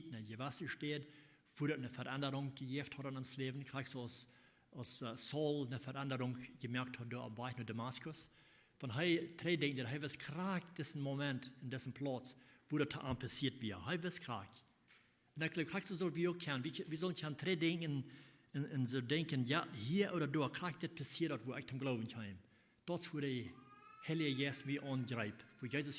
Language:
Plautdietsch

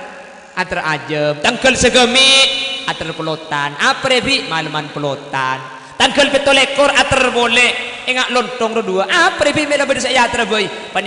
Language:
Madurese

